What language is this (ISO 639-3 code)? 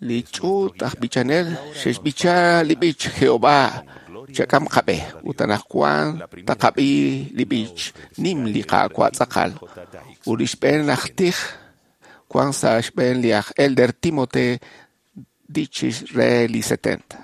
kek